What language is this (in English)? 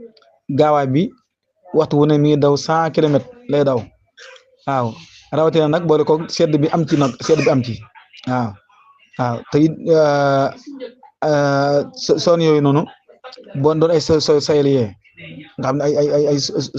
Wolof